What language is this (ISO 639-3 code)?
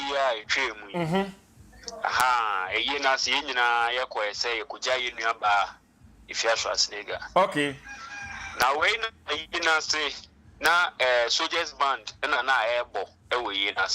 aka